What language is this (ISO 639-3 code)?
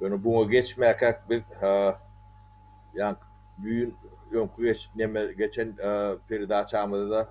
tuk